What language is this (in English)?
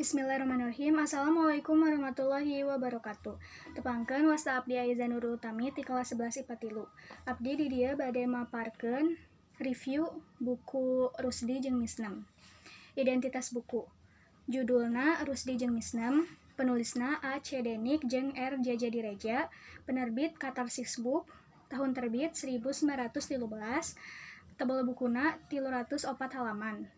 Sundanese